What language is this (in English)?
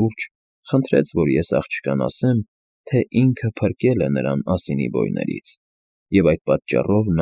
Armenian